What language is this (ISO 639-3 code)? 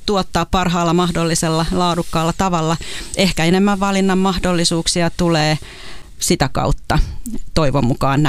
fin